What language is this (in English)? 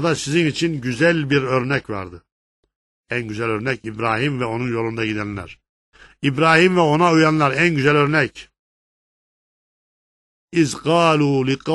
Turkish